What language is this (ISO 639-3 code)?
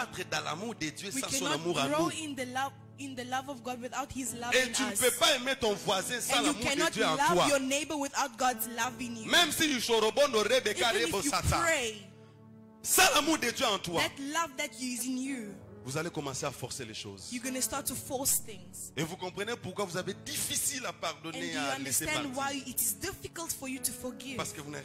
fra